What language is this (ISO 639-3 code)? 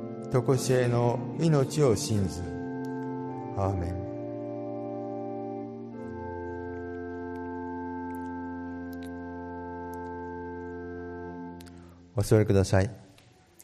jpn